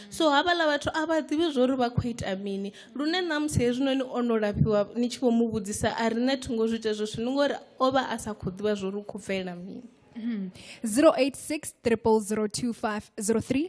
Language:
Venda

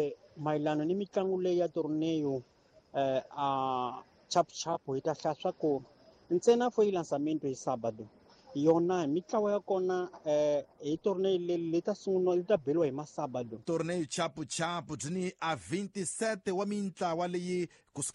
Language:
Tsonga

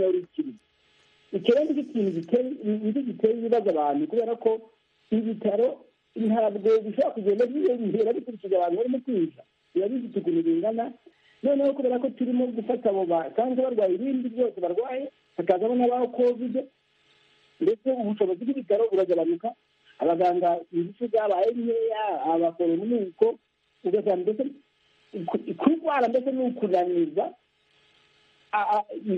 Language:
Kinyarwanda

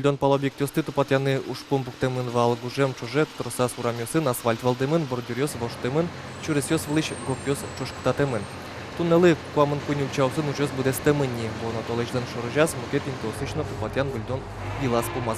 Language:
Udmurt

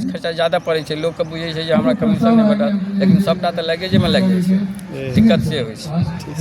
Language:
Maithili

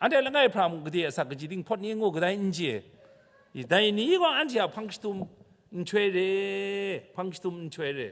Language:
Kachin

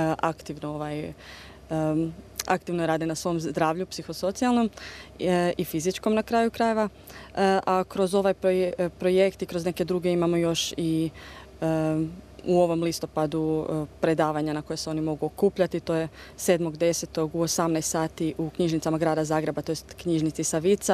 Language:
Croatian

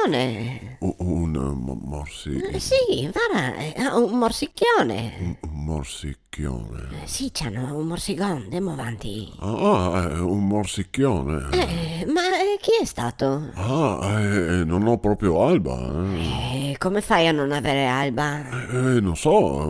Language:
Venetian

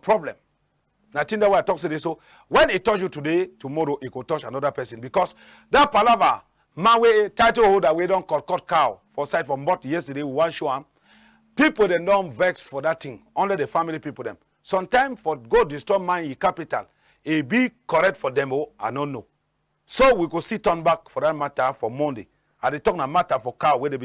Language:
Cameroon Pidgin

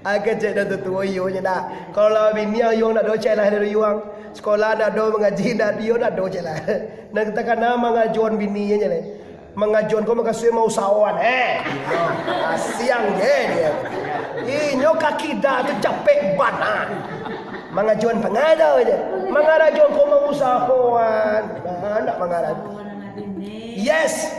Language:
Minangkabau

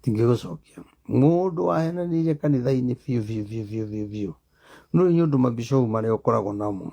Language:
Kikuyu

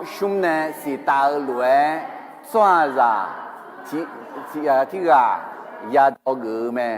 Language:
Akha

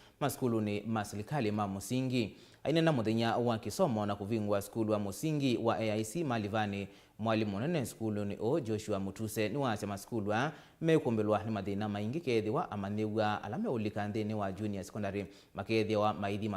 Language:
Kamba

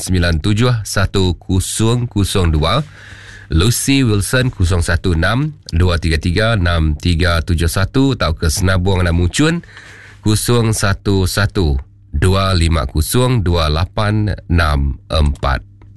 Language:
Iban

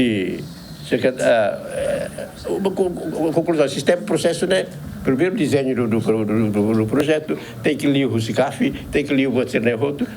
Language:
Tetum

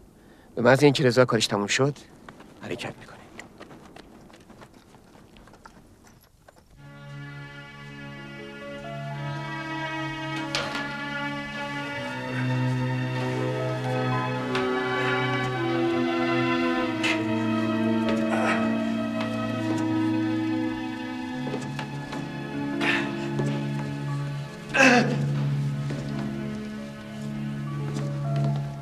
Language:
Persian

